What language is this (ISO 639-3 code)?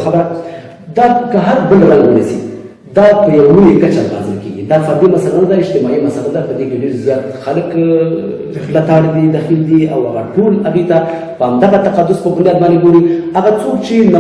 pus